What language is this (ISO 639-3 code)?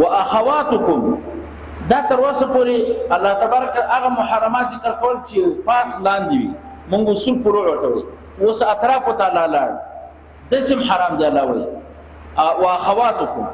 pus